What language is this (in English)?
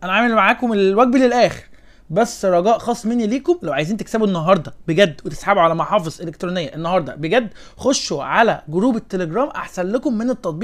Egyptian Arabic